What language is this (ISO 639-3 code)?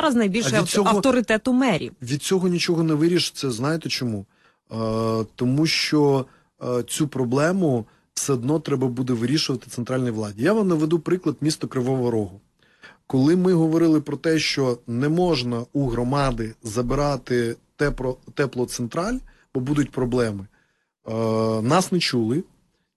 ukr